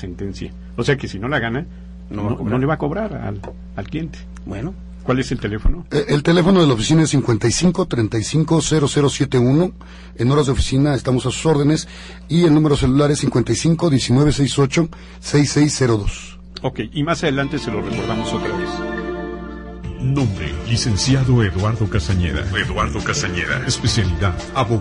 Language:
Spanish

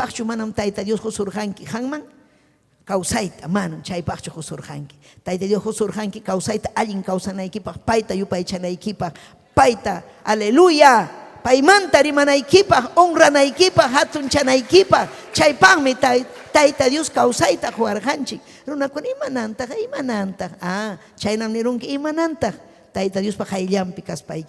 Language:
Ayacucho Quechua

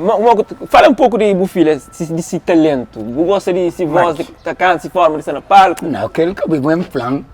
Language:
Kabuverdianu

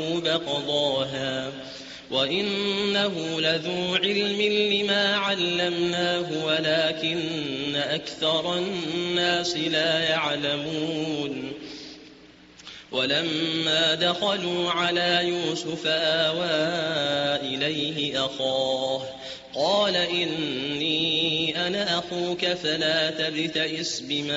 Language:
Arabic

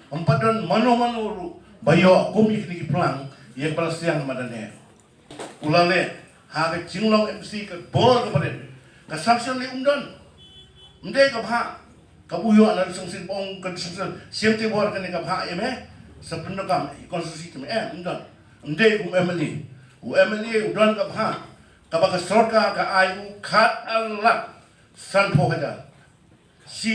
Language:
Khasi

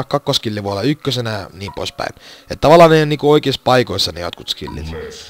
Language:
Finnish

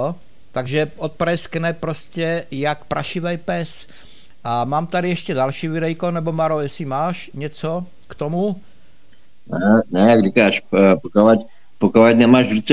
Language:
Czech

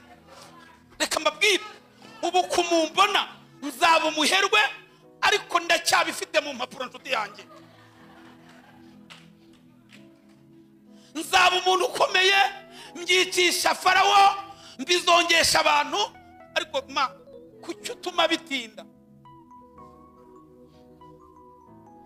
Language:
Kinyarwanda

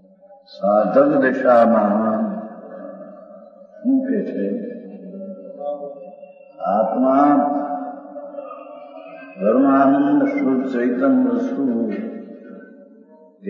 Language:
Gujarati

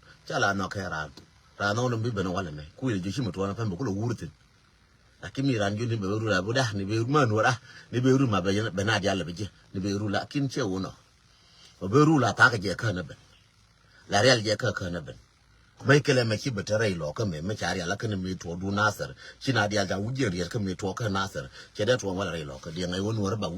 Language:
Nuer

